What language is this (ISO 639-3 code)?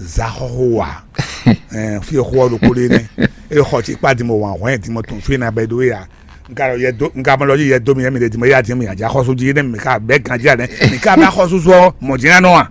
fon